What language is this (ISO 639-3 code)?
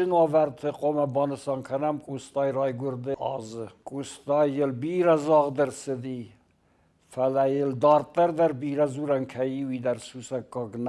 oss